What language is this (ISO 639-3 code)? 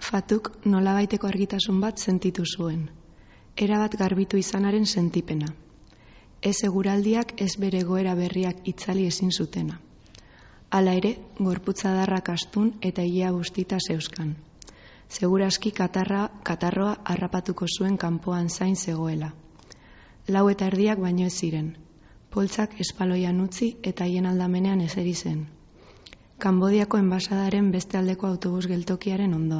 eus